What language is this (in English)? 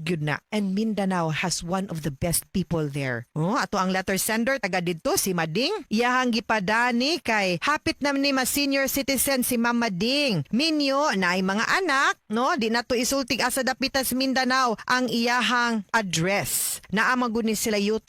Cebuano